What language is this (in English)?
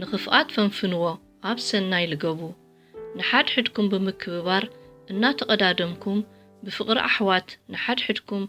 Tigrinya